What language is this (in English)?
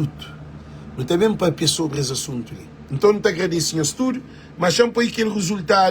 Kabuverdianu